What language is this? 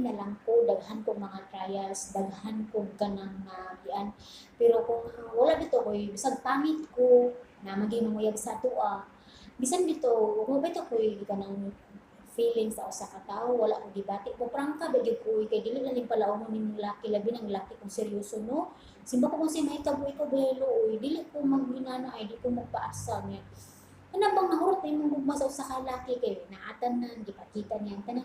Cebuano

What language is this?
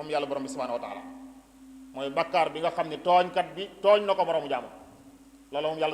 Wolof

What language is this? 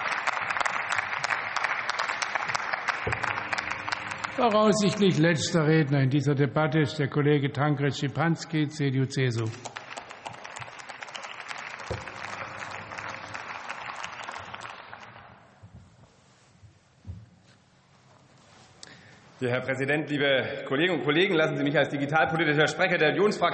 German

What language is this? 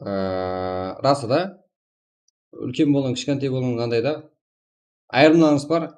Kara-Kalpak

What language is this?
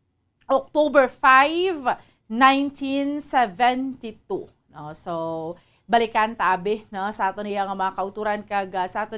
Hiligaynon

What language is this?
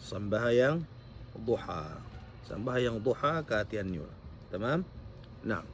Tausug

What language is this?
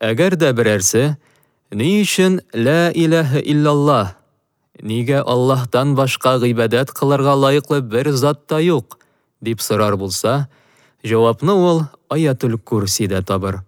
Tatar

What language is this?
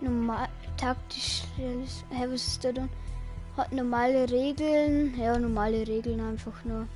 Bavarian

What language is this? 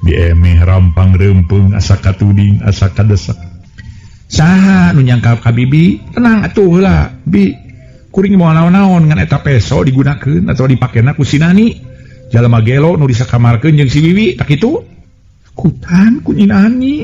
Sundanese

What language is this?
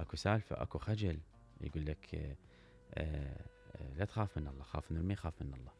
Mesopotamian Arabic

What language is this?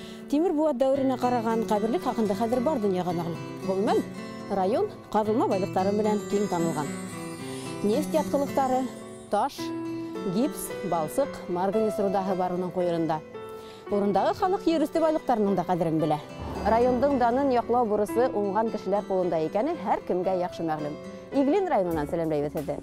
Bashkir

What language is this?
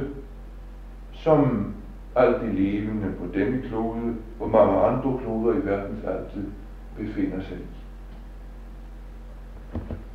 Danish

